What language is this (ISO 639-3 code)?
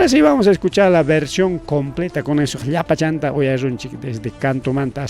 quy